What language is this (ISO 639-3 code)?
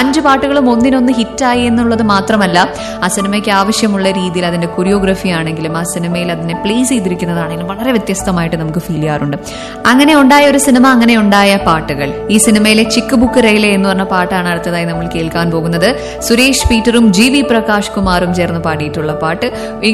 mal